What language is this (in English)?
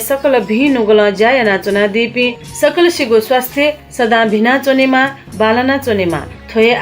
Newari